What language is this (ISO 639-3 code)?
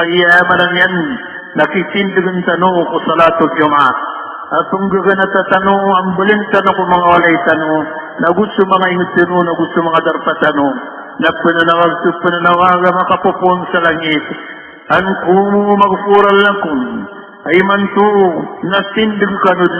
mrw